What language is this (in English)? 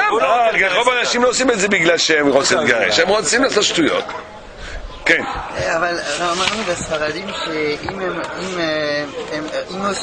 Hebrew